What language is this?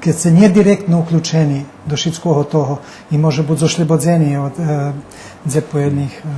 Rusyn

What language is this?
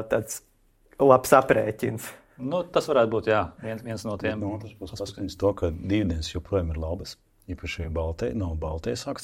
Latvian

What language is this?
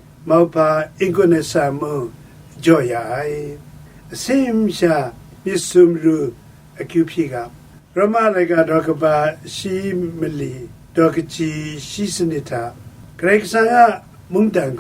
Kachin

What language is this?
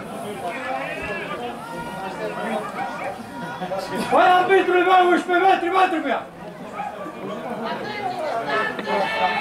Romanian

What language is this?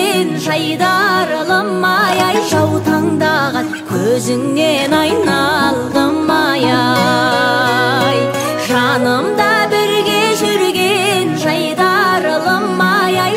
Kazakh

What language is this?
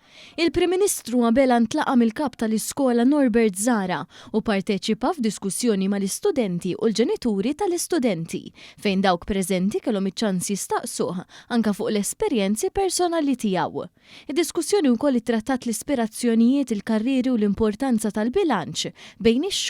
Maltese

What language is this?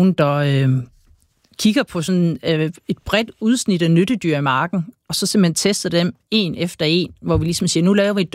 Danish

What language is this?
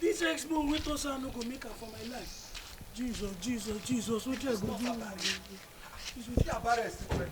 Nigerian Pidgin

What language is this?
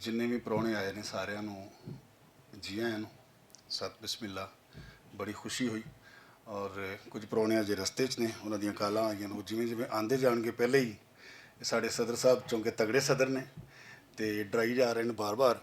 Western Panjabi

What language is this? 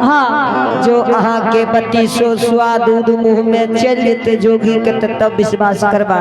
Angika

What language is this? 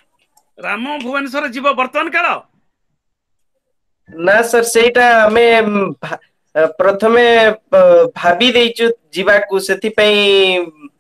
Odia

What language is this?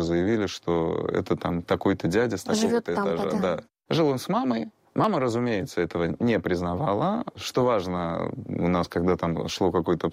Russian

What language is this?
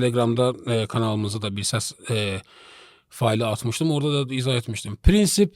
Azerbaijani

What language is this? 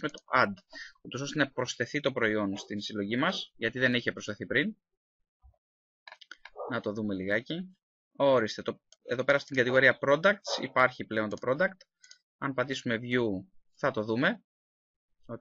Greek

